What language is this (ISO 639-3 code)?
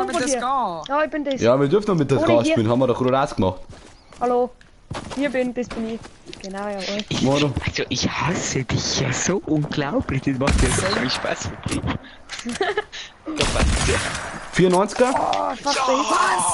bar